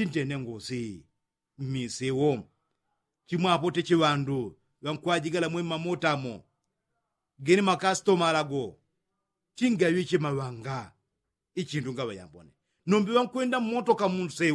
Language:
Yao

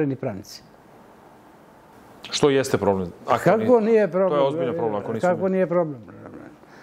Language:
Serbian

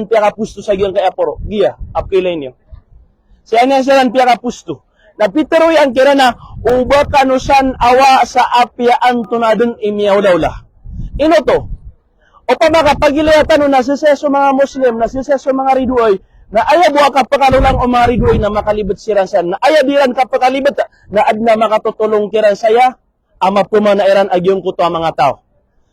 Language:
Maranao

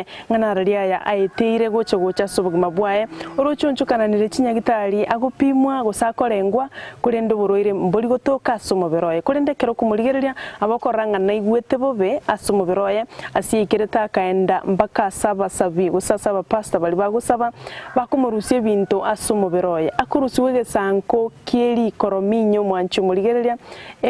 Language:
Gusii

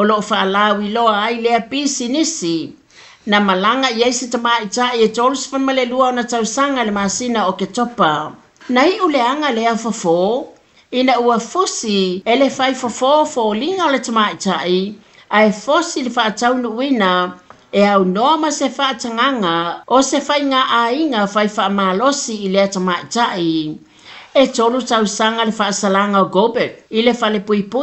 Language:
Samoan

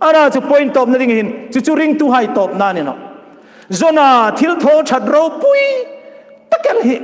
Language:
Hmar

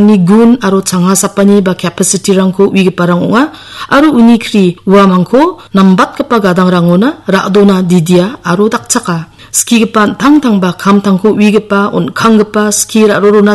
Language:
Garo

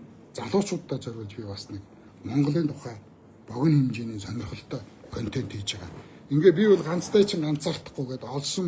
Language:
Mongolian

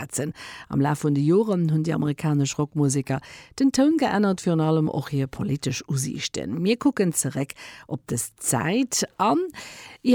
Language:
Luxembourgish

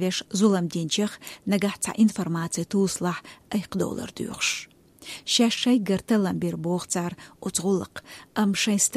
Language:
Chechen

